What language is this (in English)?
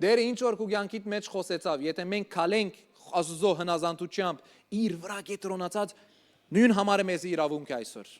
Western Armenian